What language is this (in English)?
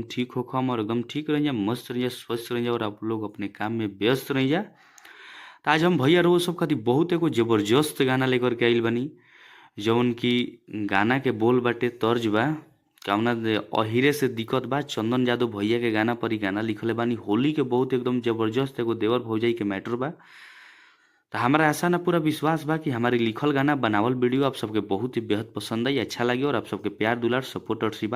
Bhojpuri